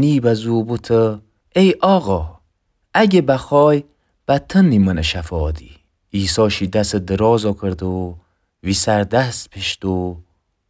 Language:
Gilaki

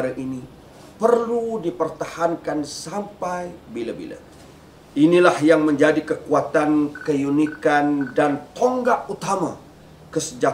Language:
Malay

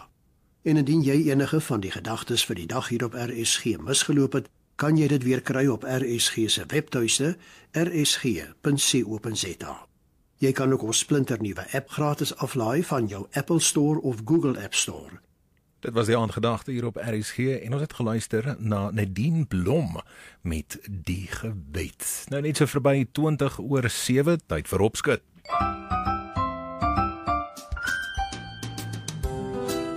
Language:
Afrikaans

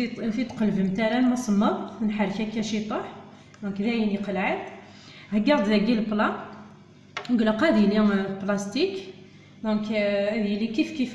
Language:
Kabyle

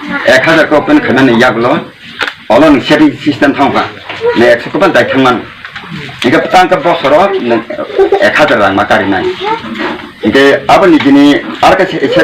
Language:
Kok Borok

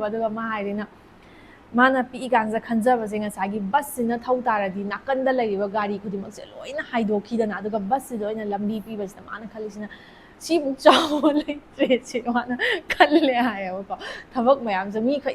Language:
Manipuri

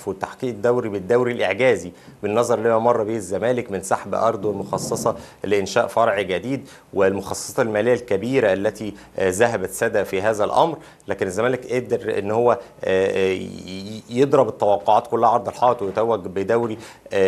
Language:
Egyptian Arabic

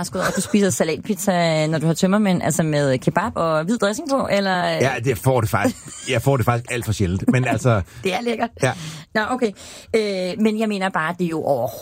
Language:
Danish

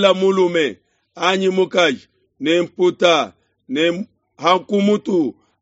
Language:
Luba-Lulua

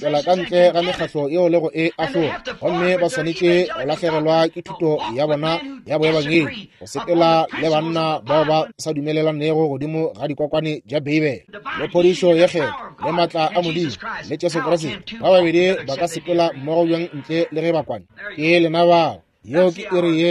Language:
Northern Sotho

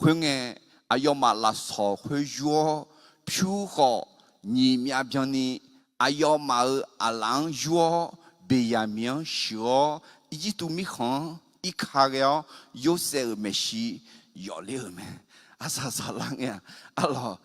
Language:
Akha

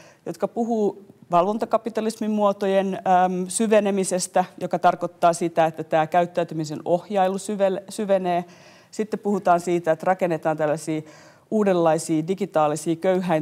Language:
Finnish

